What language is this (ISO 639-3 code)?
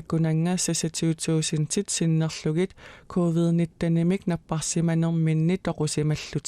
kal